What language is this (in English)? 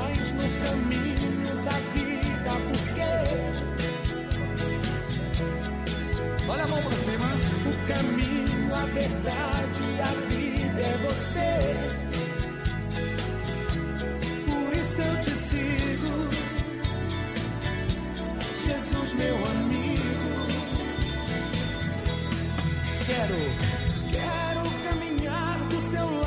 Portuguese